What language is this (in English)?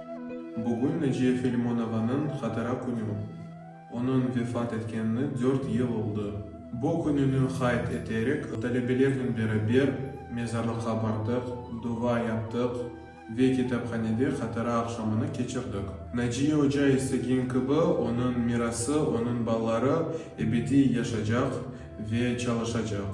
Crimean Tatar